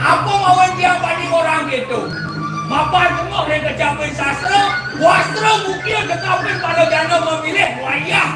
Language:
Balinese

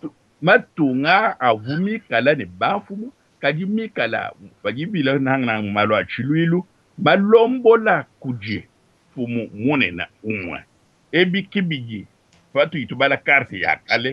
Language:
Luba-Lulua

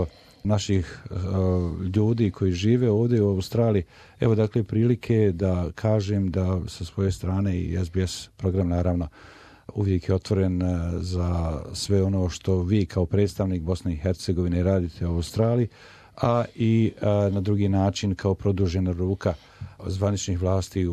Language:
Croatian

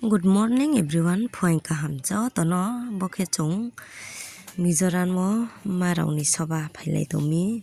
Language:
Riang (India)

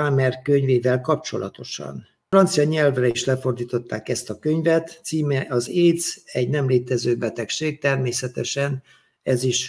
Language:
Hungarian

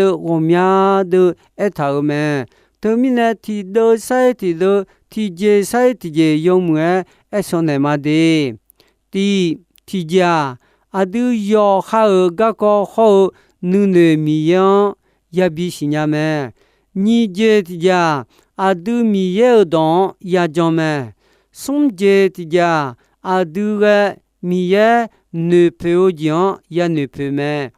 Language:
Akha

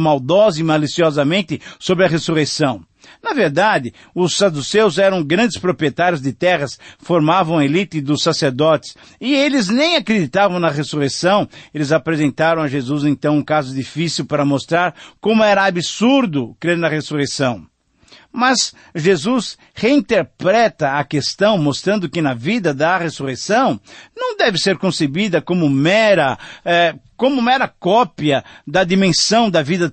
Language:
Portuguese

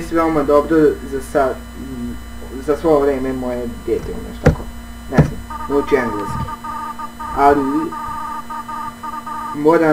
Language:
Serbian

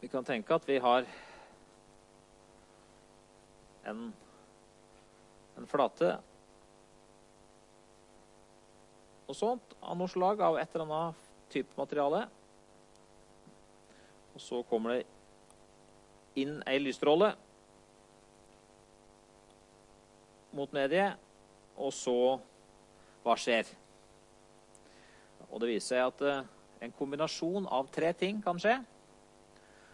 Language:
Norwegian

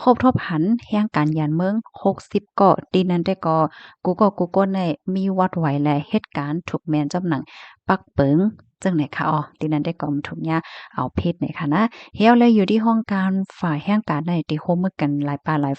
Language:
Shan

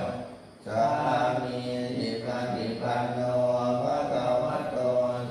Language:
Pali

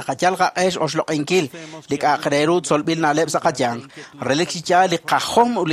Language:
Kekchí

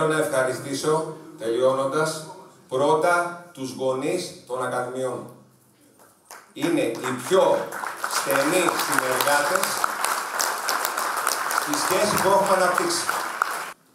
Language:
Greek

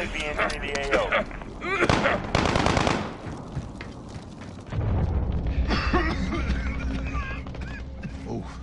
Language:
Finnish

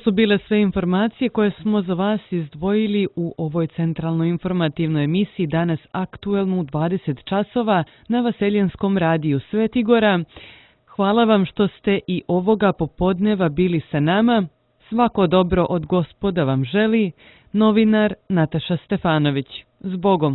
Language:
Serbian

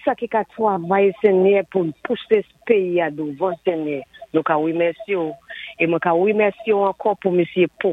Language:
Saint Lucian Creole French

